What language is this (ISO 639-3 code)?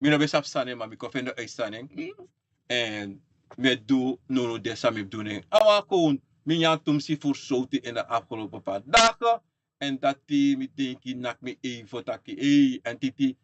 srn